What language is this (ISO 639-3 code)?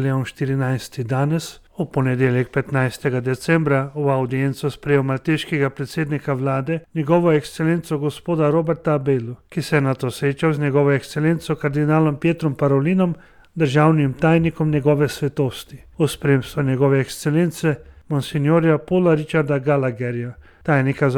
slv